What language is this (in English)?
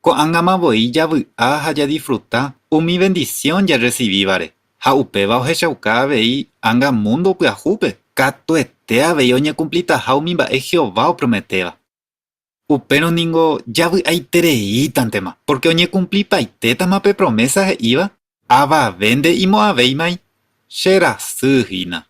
Guarani